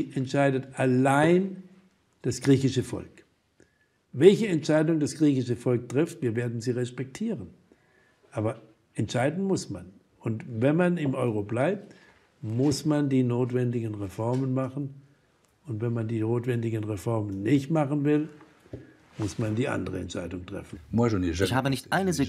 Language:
German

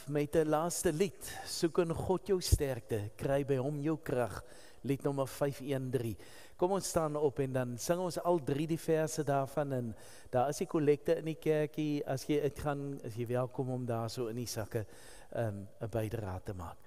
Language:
Afrikaans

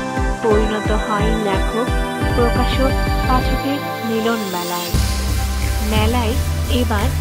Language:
Bangla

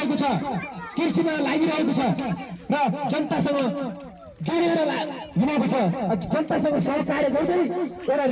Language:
Nepali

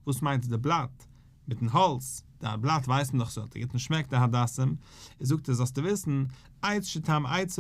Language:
Yiddish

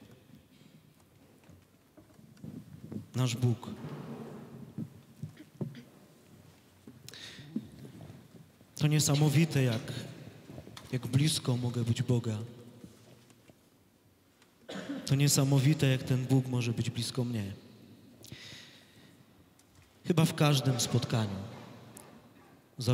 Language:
Polish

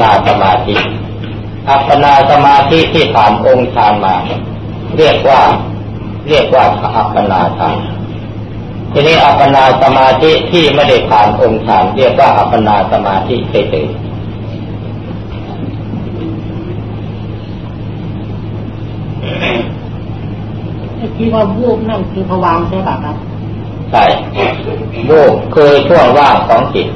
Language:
Thai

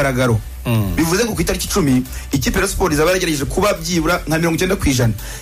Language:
Kinyarwanda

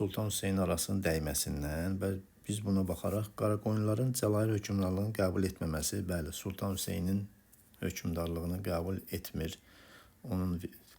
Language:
Azerbaijani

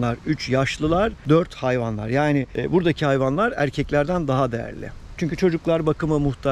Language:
Turkish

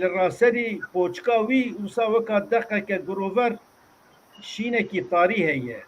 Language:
Kurdish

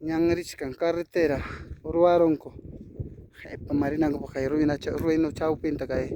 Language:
Ayacucho Quechua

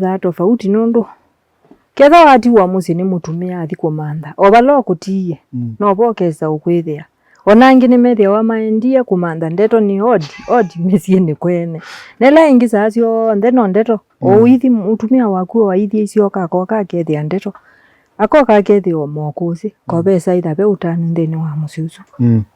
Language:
Kamba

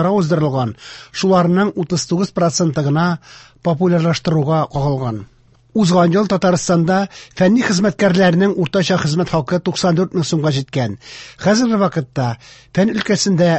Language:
Tatar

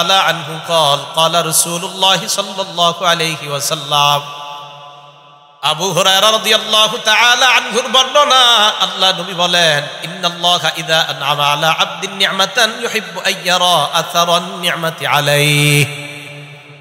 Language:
Bangla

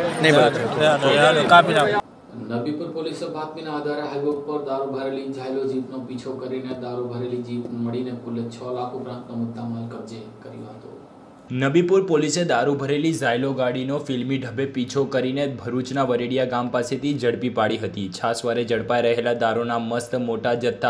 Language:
Gujarati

